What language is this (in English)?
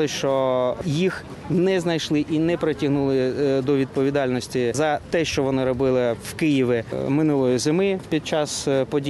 Ukrainian